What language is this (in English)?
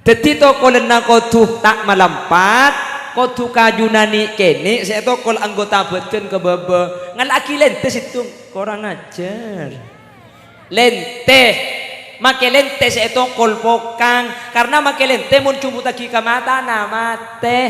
Madurese